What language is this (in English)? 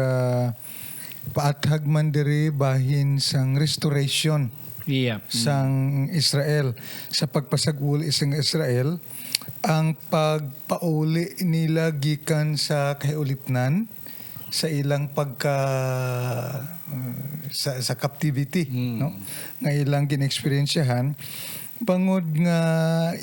Hiligaynon